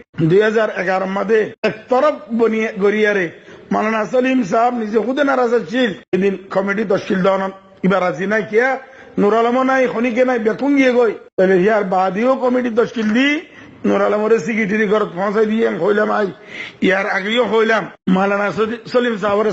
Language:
Rohingya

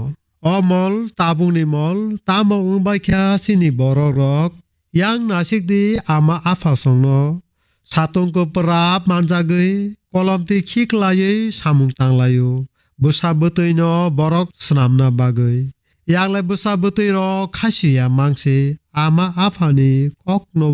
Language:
Kok Borok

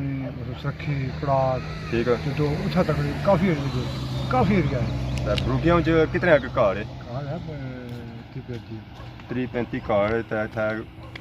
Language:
Pahari-Potwari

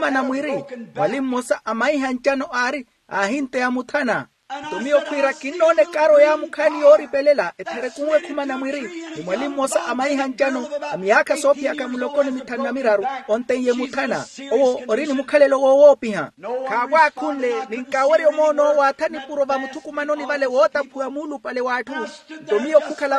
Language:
Makhuwa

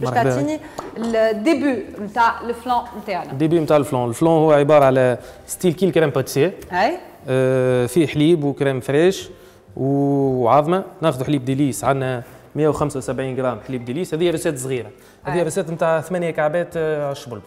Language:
Tunisian Arabic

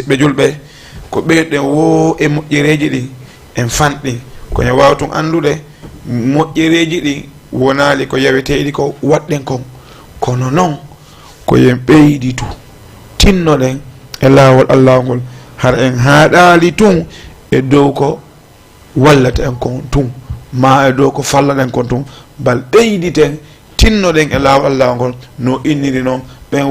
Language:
Fula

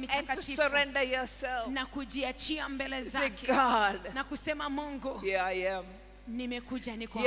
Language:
Swahili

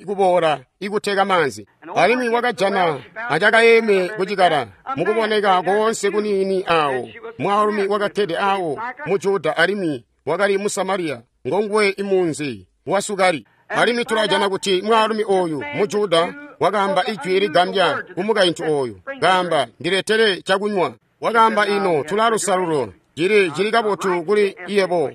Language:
Tonga (Zambia)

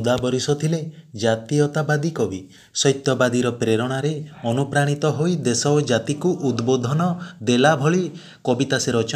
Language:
Odia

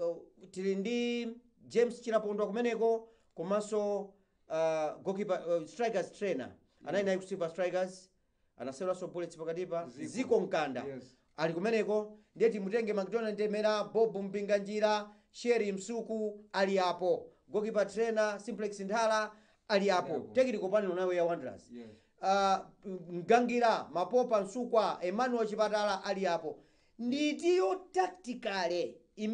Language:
Nyanja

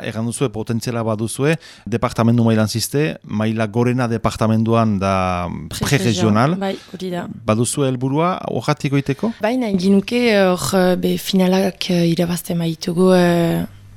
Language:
Basque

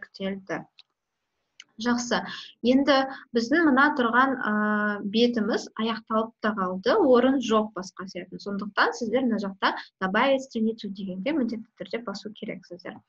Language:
Kazakh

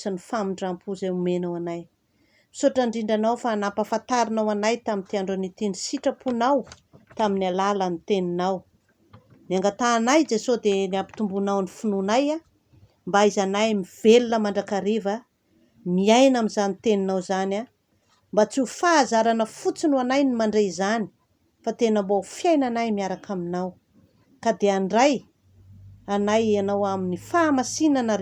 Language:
Malagasy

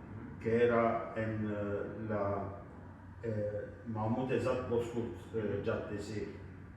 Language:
Ladino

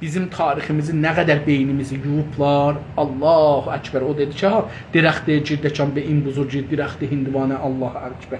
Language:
South Azerbaijani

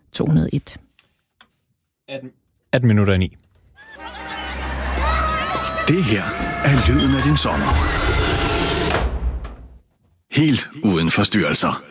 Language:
Danish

